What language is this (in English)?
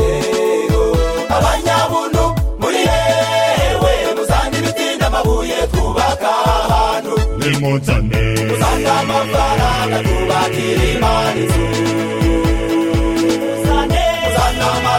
Kinyarwanda